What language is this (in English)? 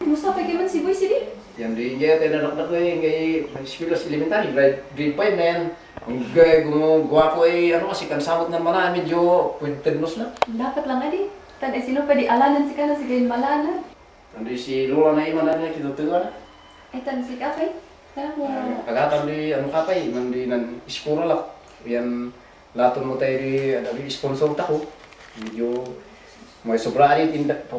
Kankanaey